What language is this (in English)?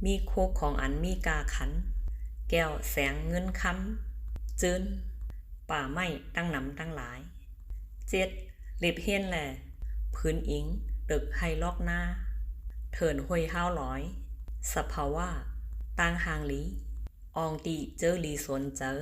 Shan